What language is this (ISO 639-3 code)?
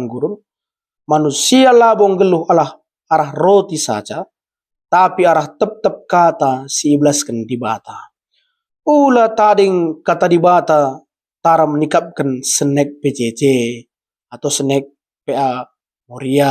btx